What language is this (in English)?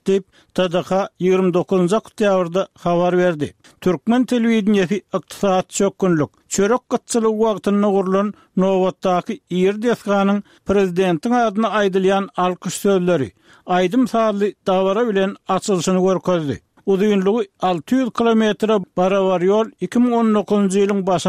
Turkmen